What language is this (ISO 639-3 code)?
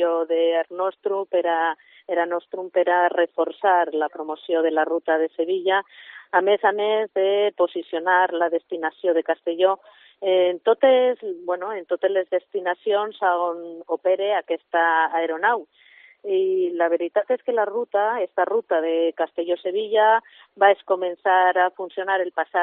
cat